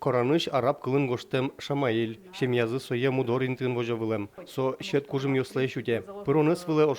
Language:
Udmurt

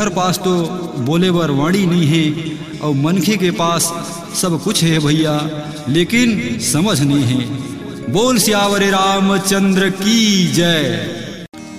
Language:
Chhattisgarhi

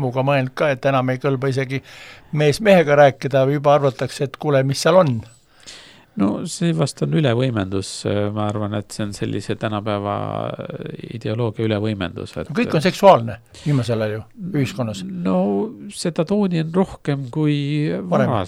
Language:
Estonian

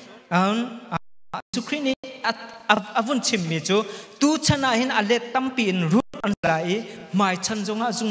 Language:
Hakha Chin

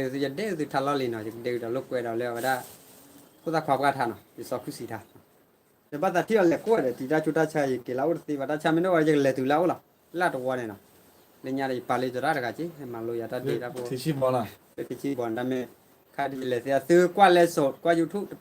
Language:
S'gaw Karen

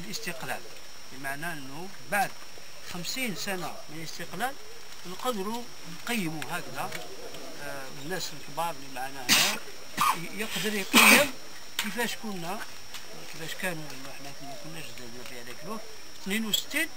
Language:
Algerian Arabic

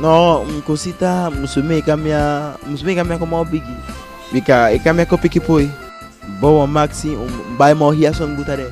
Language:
Eastern Maroon Creole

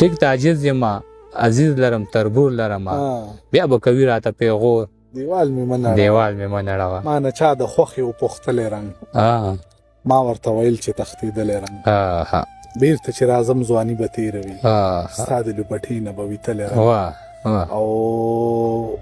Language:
Pashto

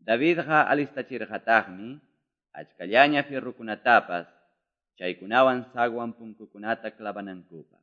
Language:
Quechua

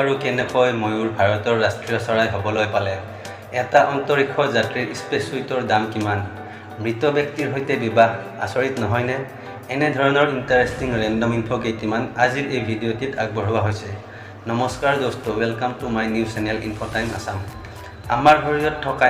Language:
Assamese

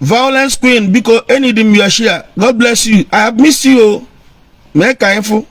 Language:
Igbo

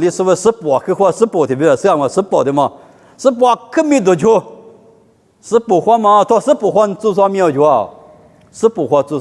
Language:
Lisu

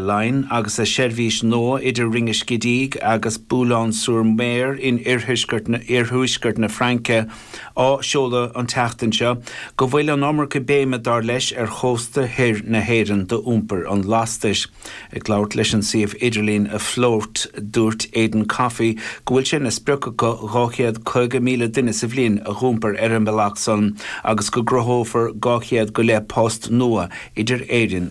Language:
Irish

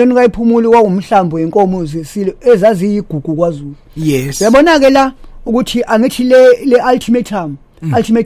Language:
Zulu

